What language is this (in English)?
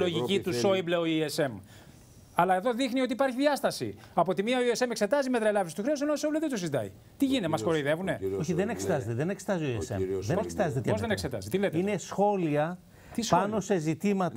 Greek